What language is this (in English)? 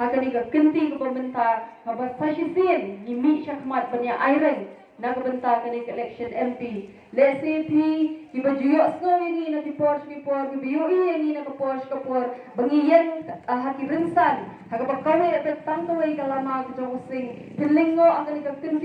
Khasi